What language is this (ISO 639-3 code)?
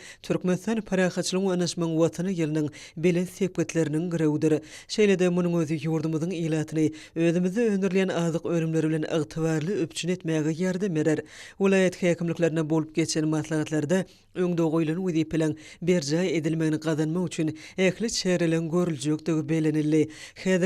tuk